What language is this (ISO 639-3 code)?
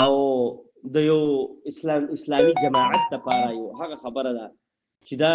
pus